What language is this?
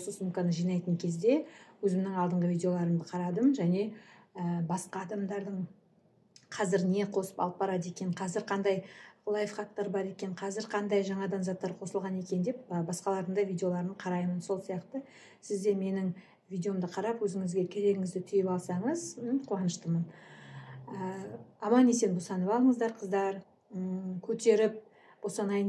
Kazakh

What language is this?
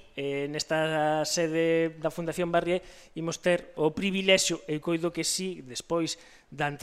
Galician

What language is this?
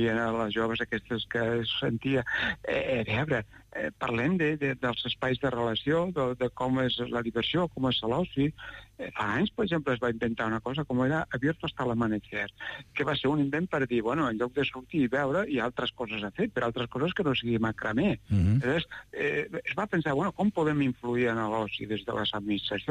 Catalan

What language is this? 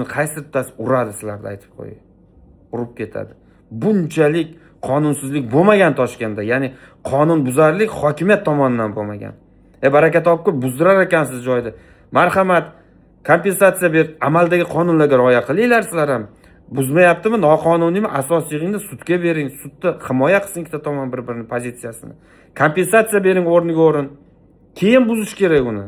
Uzbek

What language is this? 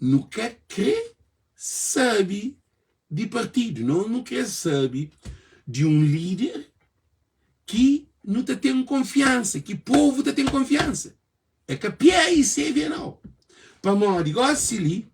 Kabuverdianu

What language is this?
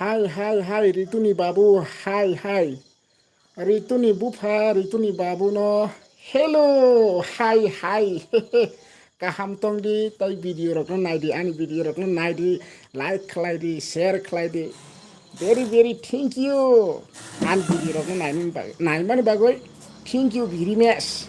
Kok Borok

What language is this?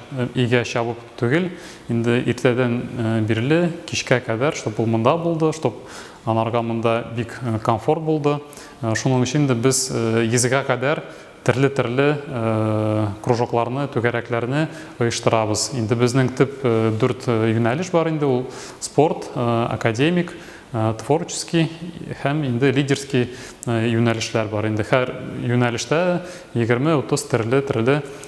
Tatar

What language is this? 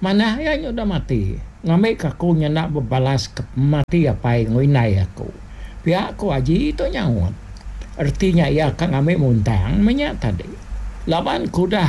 Iban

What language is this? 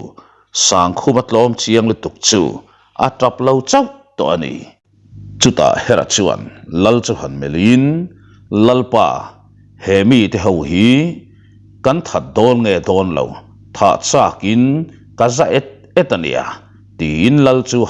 Mizo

